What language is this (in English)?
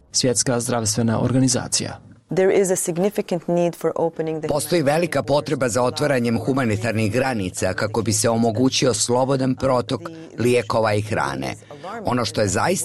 Croatian